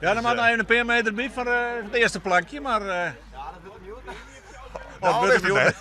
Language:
Western Frisian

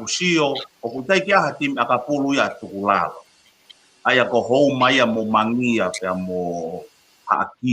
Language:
Tongan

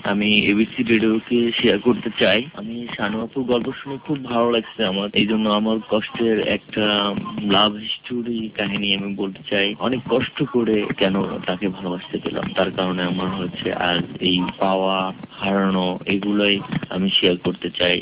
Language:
Bangla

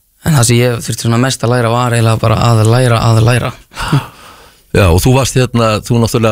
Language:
Icelandic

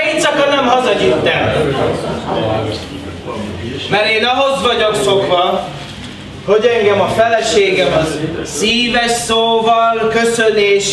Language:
Hungarian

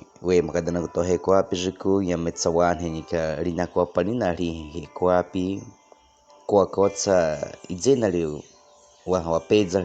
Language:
Baniwa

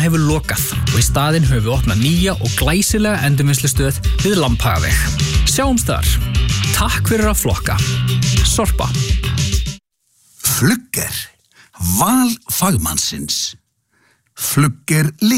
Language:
Icelandic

